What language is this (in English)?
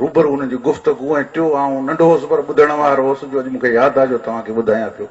Sindhi